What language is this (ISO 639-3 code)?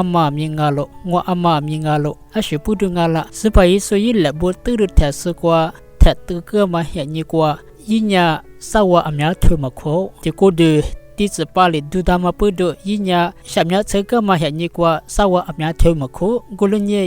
lis